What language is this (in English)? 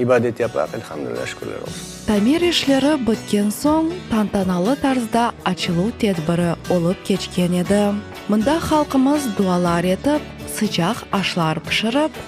Crimean Tatar